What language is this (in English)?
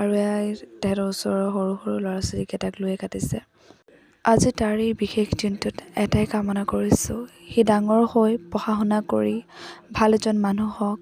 Assamese